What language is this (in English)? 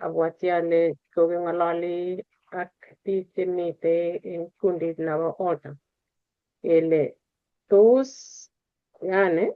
Kalenjin